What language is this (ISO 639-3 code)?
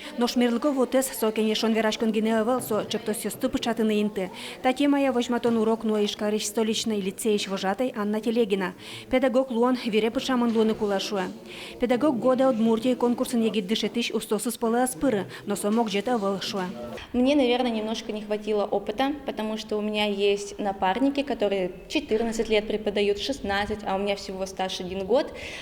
udm